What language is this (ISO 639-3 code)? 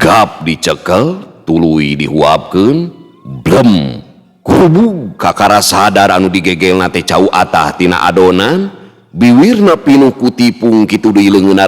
sun